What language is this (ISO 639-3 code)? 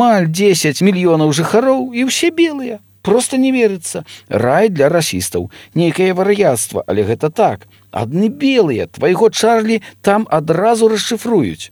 bel